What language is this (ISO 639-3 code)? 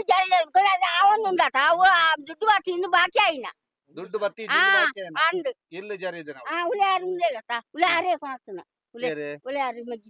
tcy